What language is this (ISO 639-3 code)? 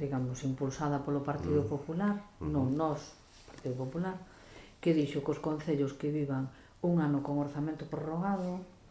glg